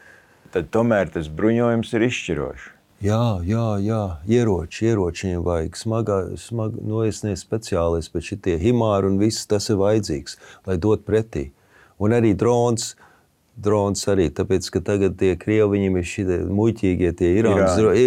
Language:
Latvian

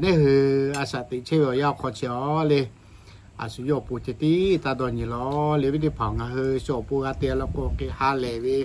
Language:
Lahu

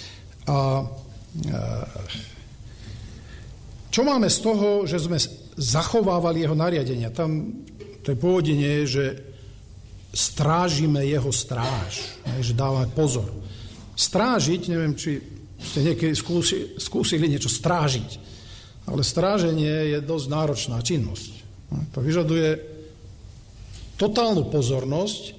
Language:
Slovak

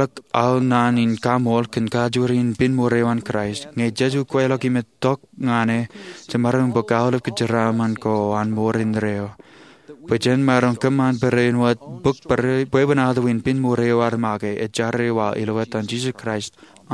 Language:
Marshallese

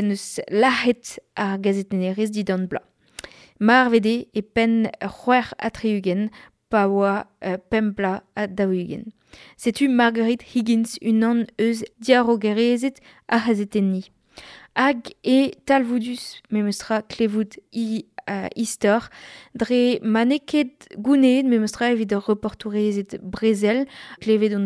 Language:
Breton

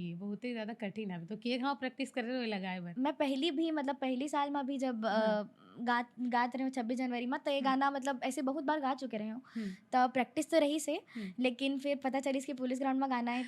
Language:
Chhattisgarhi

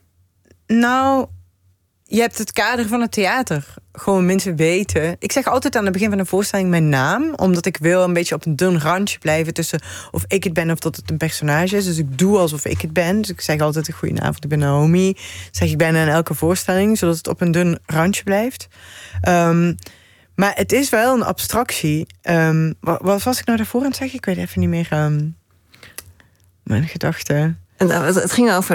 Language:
Dutch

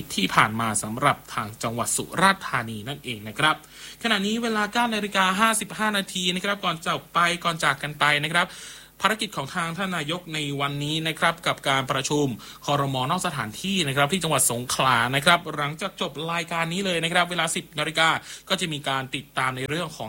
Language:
Thai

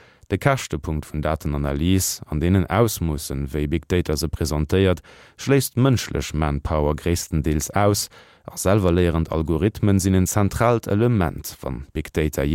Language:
Luxembourgish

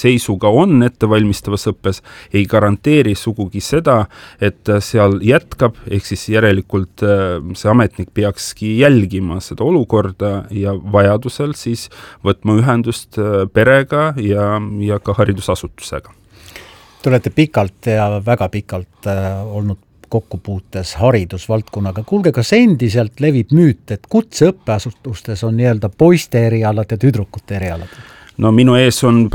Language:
Estonian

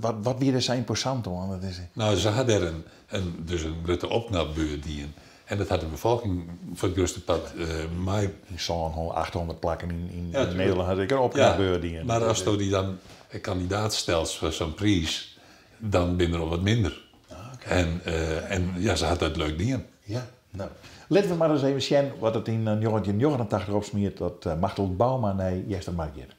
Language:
Western Frisian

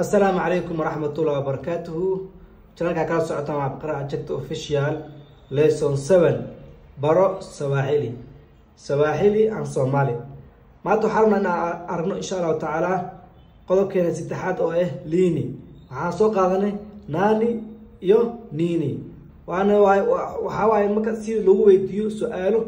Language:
Somali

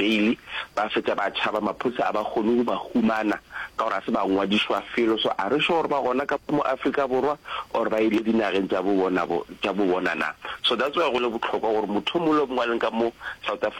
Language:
Northern Sotho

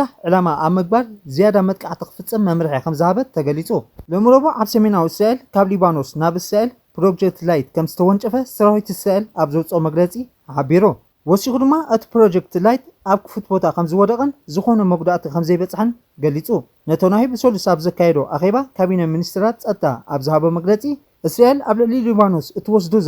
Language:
Tigrinya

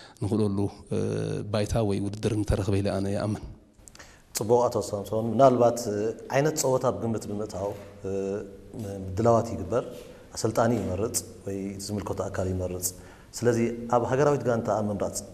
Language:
Tigrinya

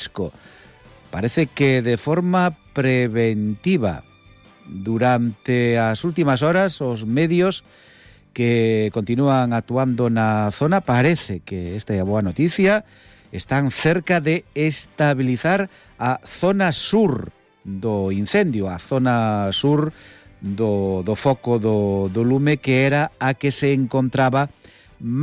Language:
Galician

